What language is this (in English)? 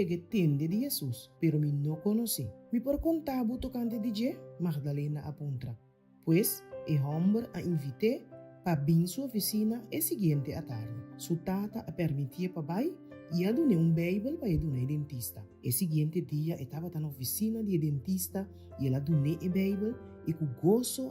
Papiamento